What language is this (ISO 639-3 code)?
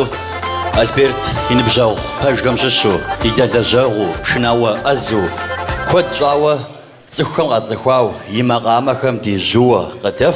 kbd